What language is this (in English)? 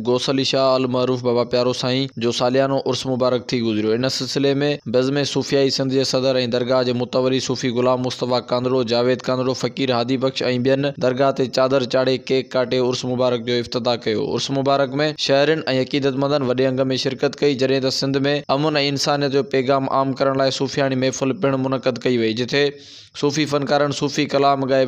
Sindhi